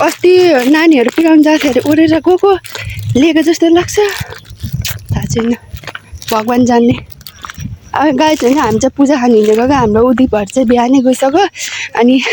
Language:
Nepali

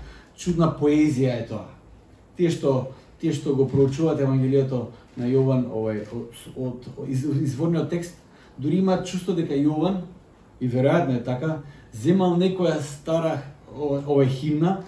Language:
Macedonian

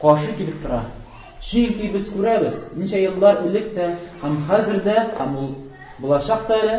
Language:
Tatar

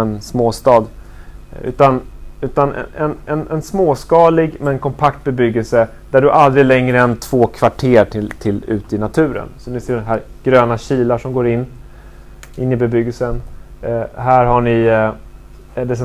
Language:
Swedish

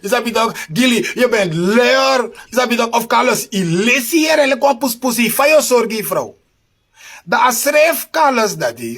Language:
Sranan Tongo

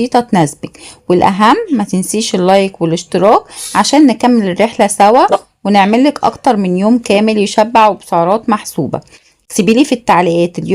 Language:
Egyptian Arabic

